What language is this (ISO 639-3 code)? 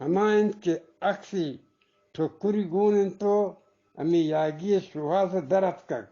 bgp